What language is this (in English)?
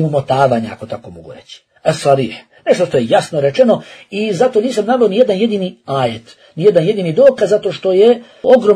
Bosnian